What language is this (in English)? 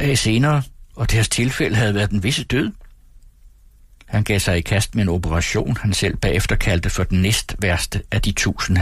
Danish